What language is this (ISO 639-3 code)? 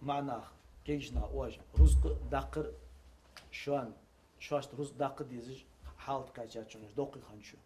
inh